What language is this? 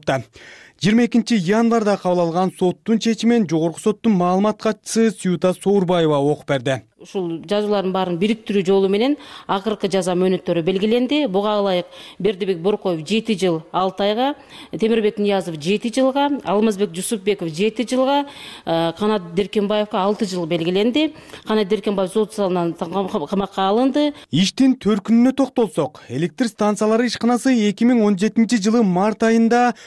Kyrgyz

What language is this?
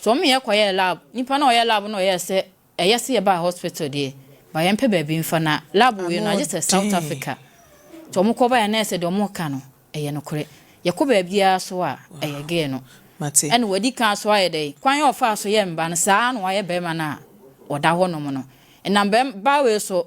Akan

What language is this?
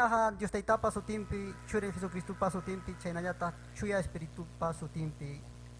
Ayacucho Quechua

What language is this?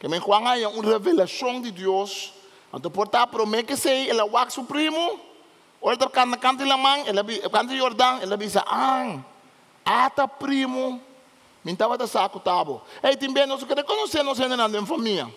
Papiamento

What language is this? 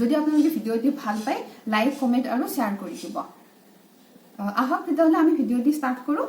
Assamese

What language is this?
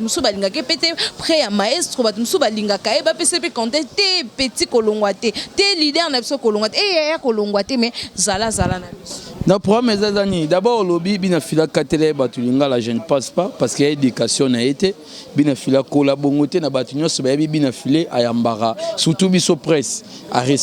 Lingala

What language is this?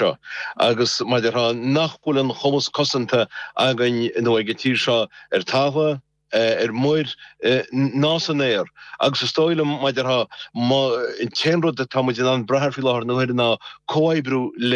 Irish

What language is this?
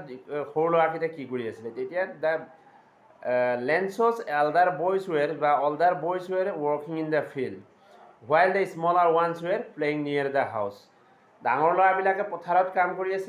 Assamese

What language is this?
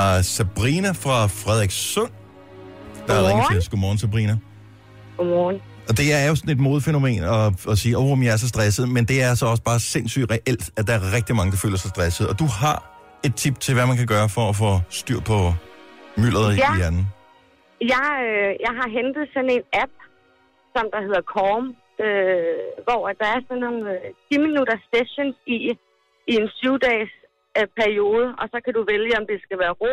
Danish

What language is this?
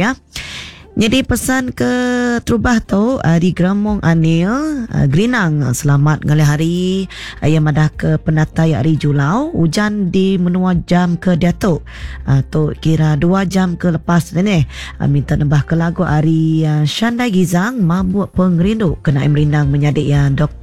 Iban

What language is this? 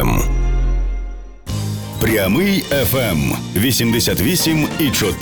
Ukrainian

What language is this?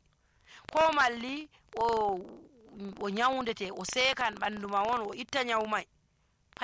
Nigerian Fulfulde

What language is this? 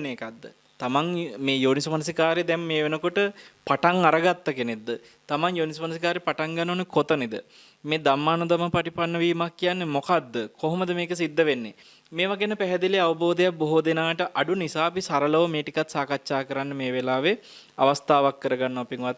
Sinhala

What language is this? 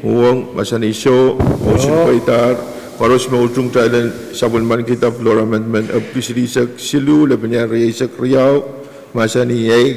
Pohnpeian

